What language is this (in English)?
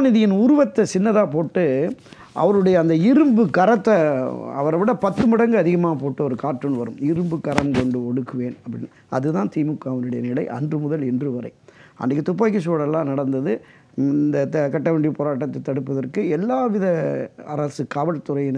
Tamil